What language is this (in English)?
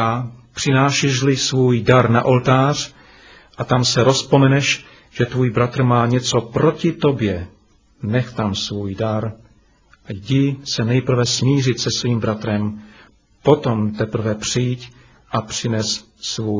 Czech